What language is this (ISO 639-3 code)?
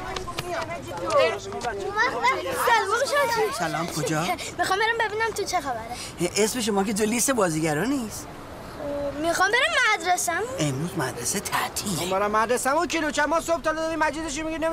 fas